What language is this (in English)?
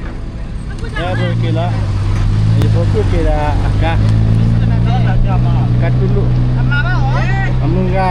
S'gaw Karen